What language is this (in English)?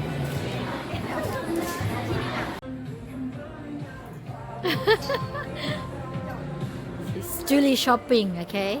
Lao